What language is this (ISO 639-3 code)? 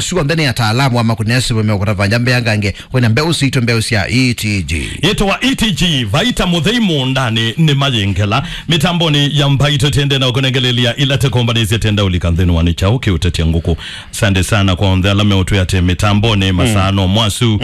kam